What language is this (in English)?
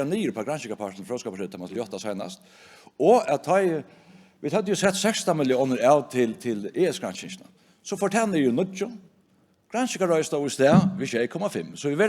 Faroese